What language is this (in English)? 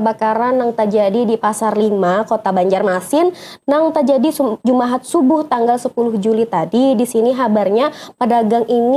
Banjar